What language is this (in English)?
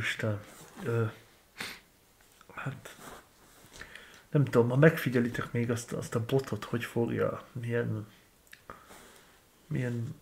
Hungarian